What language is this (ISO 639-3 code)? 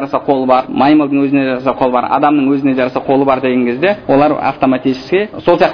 kaz